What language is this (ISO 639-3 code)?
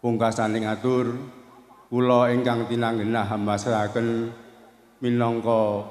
jav